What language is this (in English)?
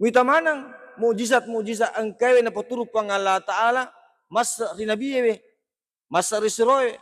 Buginese